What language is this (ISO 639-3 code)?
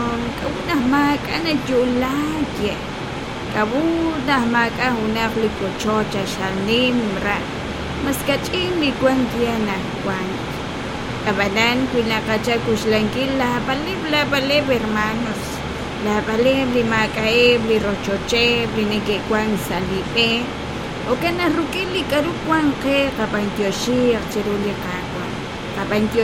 kek